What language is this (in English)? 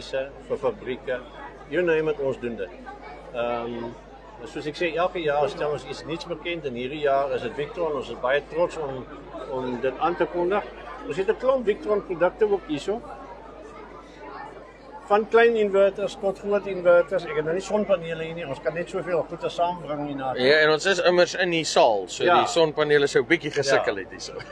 Afrikaans